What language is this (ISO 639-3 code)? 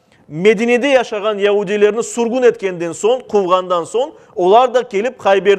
crh